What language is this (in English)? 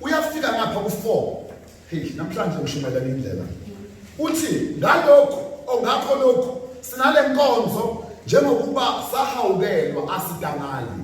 Zulu